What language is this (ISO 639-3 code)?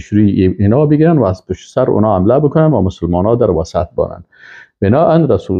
fas